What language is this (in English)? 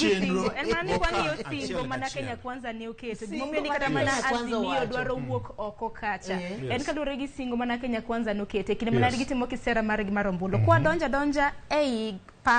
Luo (Kenya and Tanzania)